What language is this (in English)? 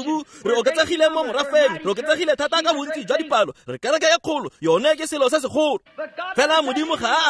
Tswana